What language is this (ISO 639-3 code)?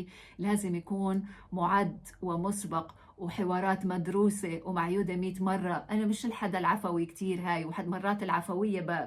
apc